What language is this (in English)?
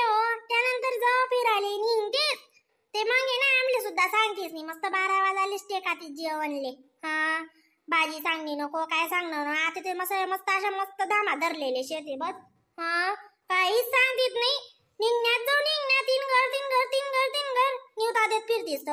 Khandesi